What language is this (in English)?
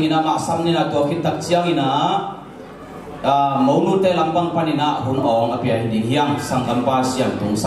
Tedim Chin